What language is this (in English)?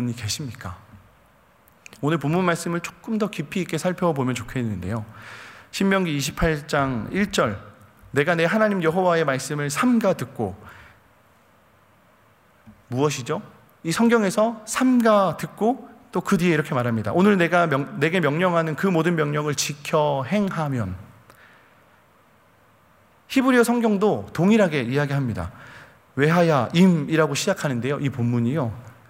Korean